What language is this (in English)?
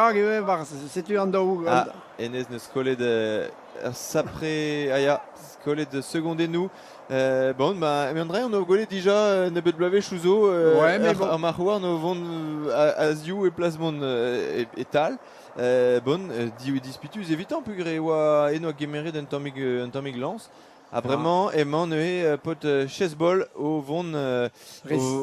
Breton